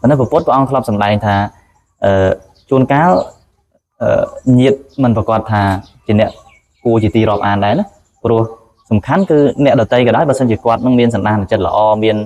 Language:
Khmer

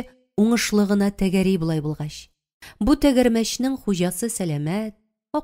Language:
Tatar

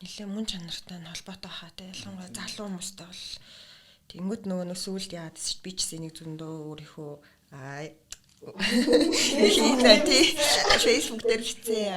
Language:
Mongolian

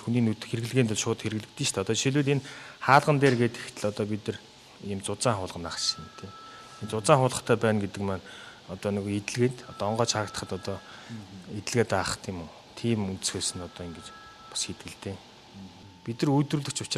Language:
Mongolian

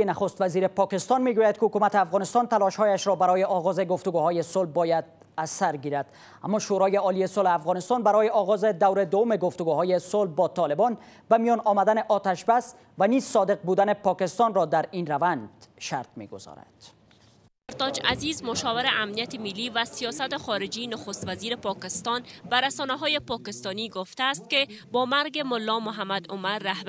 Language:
Persian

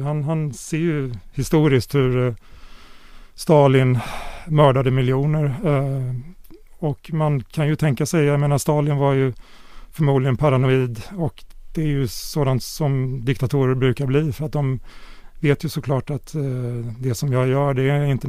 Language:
Swedish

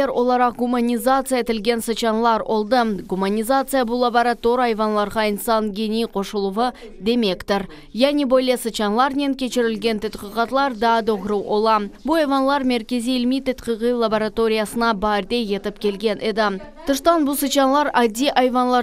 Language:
Crimean Tatar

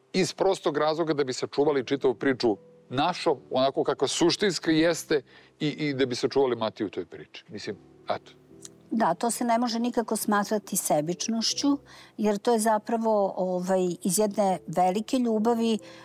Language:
Serbian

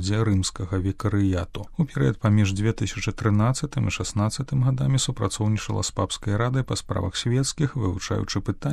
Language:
Belarusian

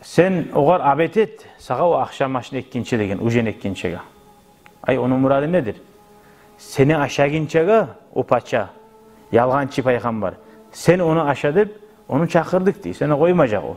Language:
Kumyk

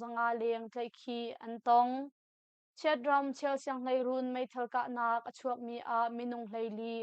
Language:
Hakha Chin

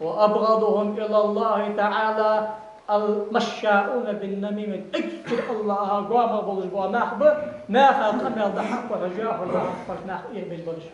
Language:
Ingush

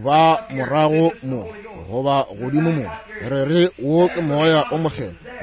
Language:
Northern Sotho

